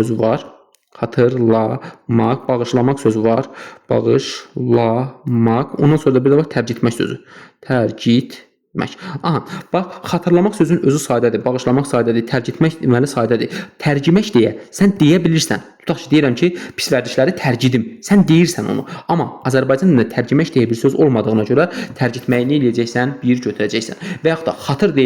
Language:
Azerbaijani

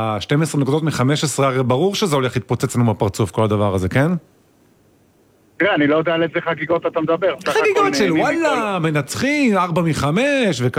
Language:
Hebrew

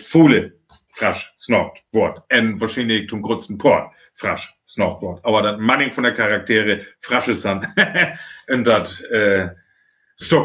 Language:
Northern Frisian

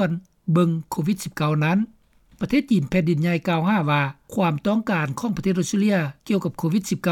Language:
Lao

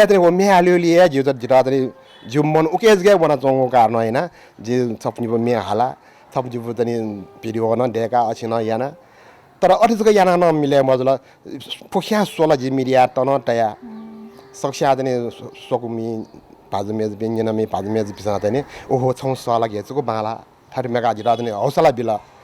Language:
Newari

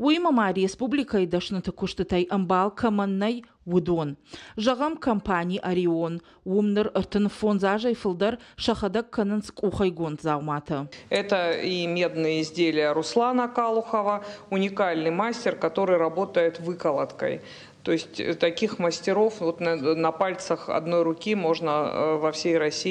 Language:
Ossetic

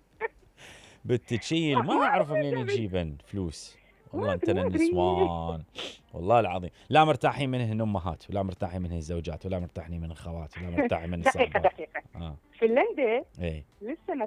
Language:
Mesopotamian Arabic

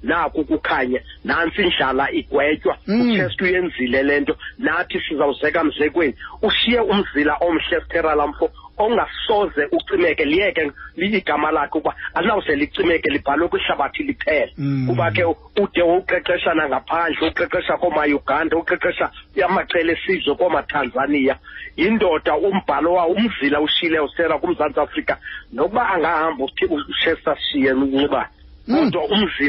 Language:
Xhosa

